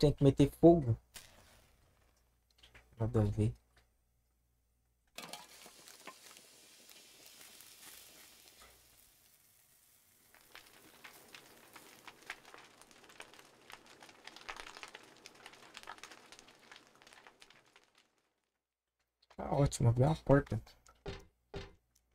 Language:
Portuguese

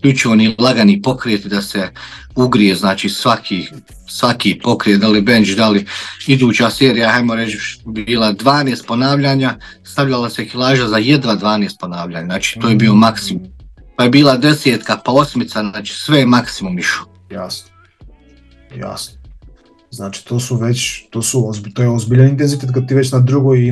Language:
Croatian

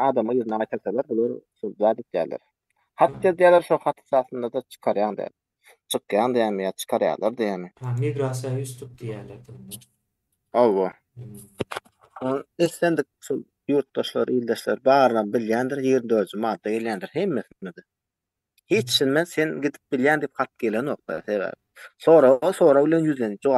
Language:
Turkmen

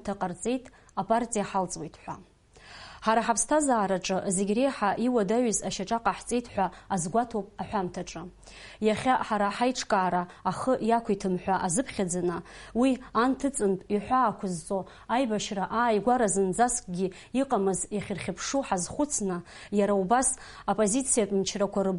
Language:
Abkhazian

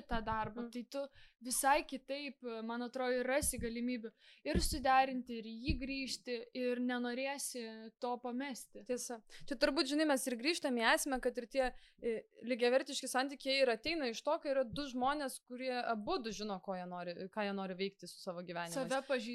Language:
Lithuanian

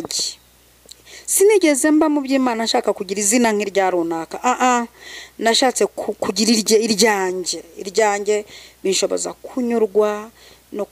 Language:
Kinyarwanda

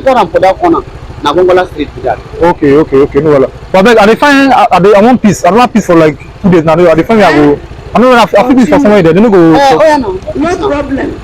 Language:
Nigerian Pidgin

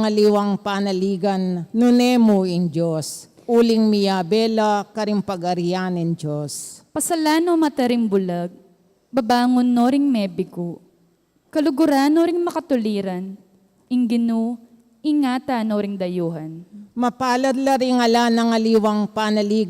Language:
Pampanga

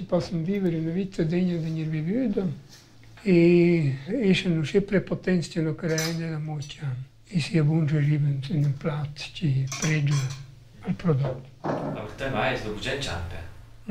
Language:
Romansh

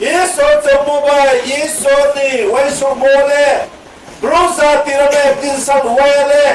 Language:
Riang (India)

